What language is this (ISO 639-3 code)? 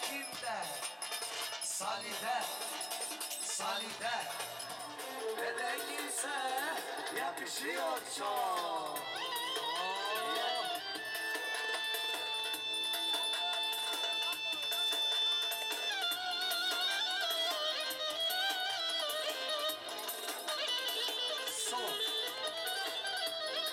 tur